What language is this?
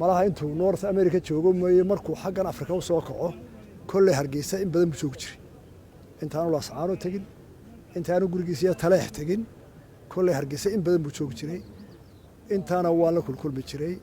Somali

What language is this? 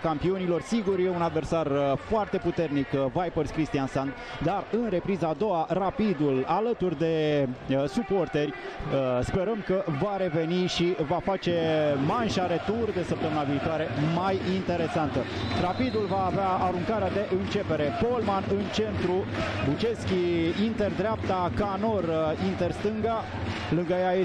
Romanian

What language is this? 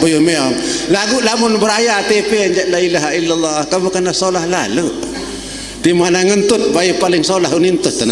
Sasak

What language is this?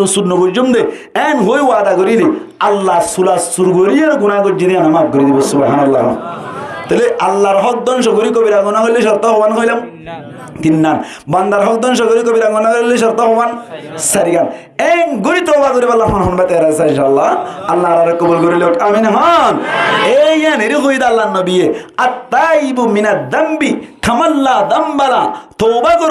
Rohingya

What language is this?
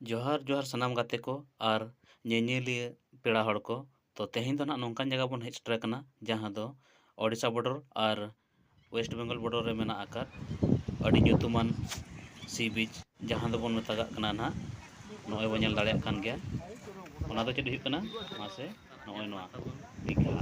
Santali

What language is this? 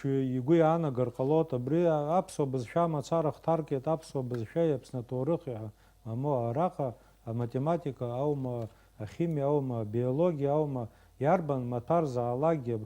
Abkhazian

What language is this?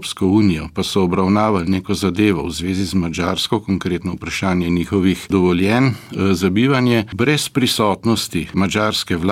Slovenian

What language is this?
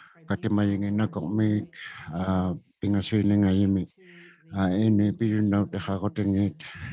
Inuktitut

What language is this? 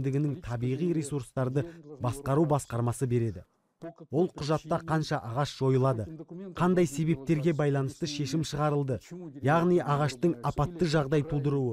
Kazakh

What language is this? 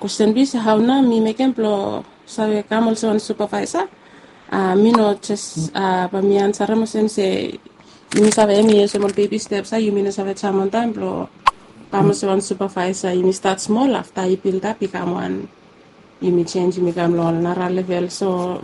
Bislama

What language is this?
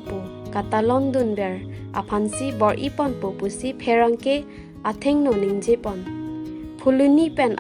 Karbi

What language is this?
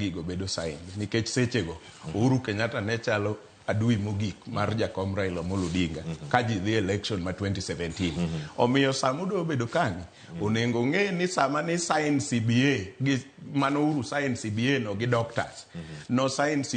Luo (Kenya and Tanzania)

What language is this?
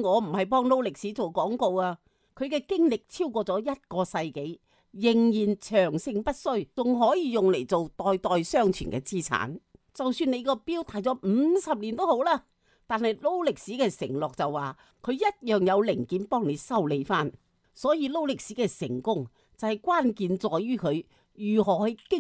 Cantonese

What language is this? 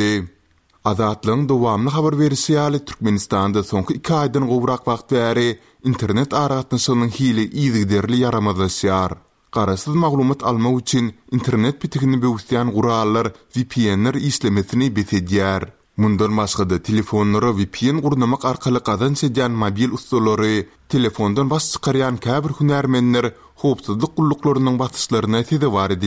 Turkmen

